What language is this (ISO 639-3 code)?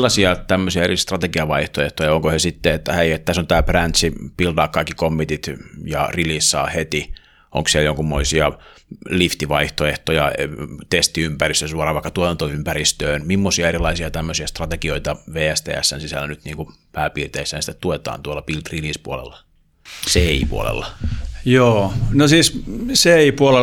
fin